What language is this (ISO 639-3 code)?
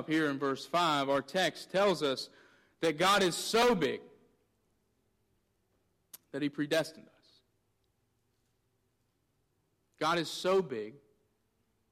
eng